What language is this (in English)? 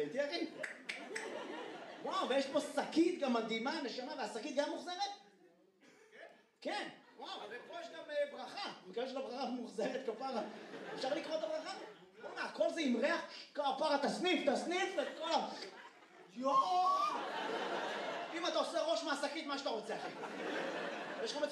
Hebrew